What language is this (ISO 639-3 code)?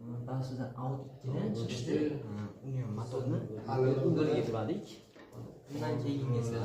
uzb